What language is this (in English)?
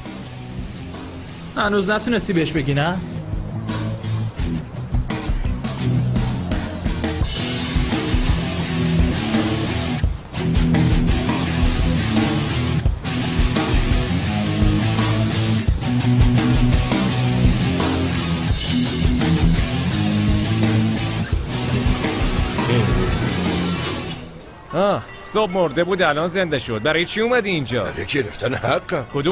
Persian